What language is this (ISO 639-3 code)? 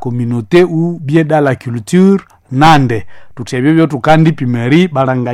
nnb